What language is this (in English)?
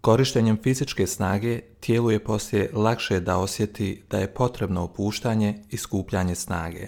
Croatian